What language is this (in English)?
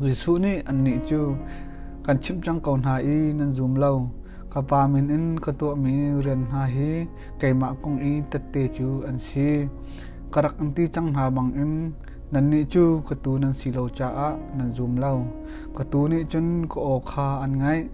Hakha Chin